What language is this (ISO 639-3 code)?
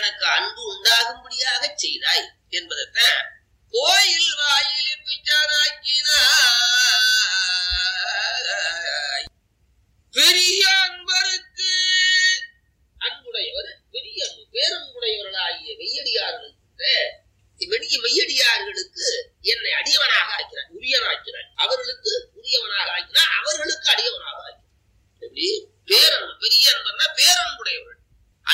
tam